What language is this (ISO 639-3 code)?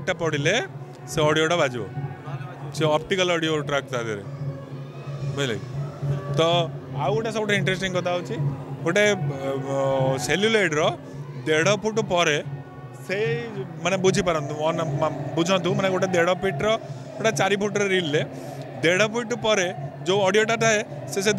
ori